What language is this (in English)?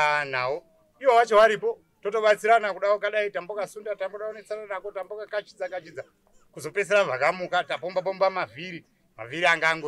Shona